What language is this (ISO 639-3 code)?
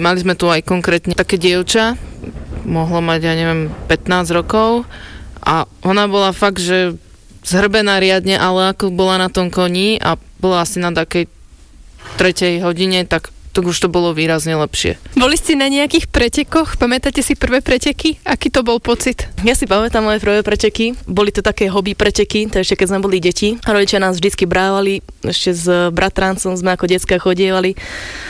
slk